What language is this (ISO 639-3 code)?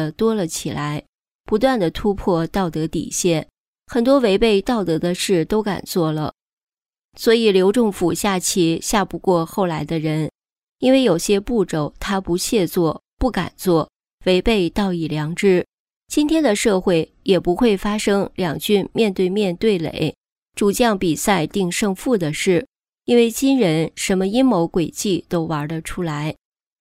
zho